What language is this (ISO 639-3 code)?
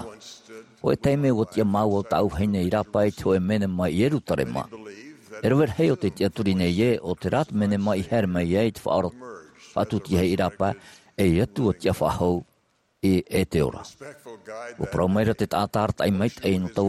tah